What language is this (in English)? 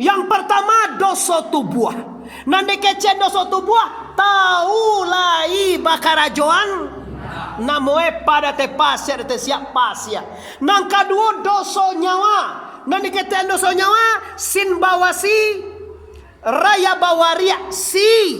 Minangkabau